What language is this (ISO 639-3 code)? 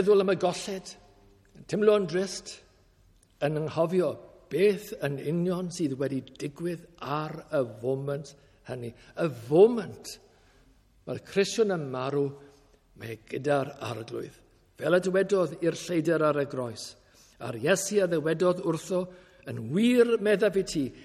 cym